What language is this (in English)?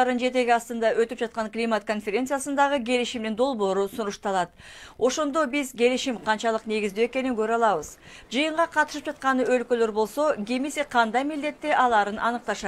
Kyrgyz